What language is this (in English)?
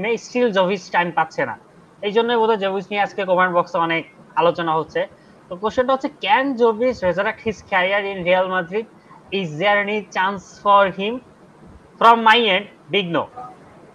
Bangla